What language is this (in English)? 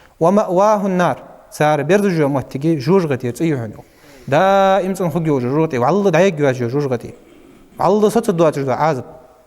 Ingush